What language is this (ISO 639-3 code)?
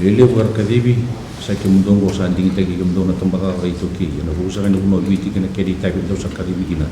fij